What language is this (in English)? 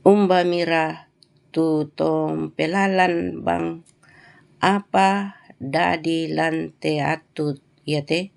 Toraja-Sa'dan